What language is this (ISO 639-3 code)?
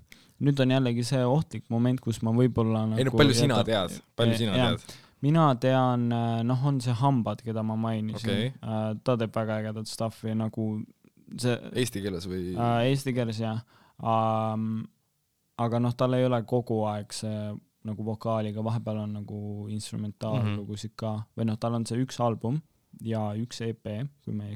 est